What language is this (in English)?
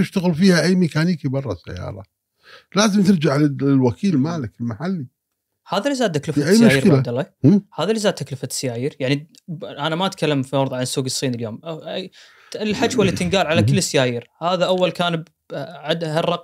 Gulf Arabic